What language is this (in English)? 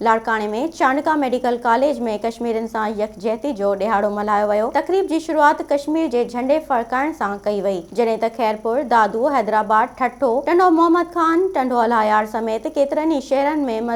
Sindhi